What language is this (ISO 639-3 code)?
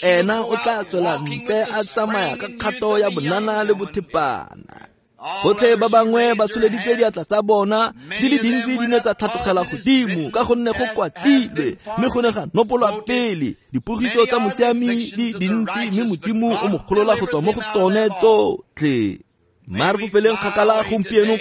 tsn